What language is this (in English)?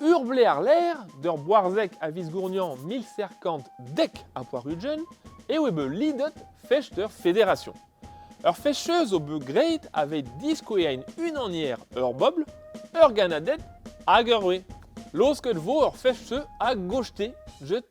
Breton